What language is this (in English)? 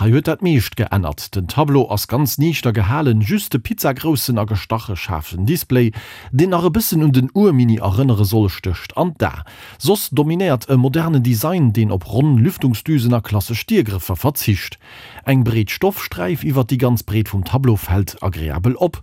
Luxembourgish